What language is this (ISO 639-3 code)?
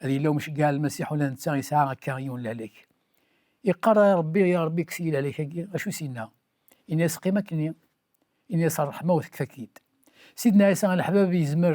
kab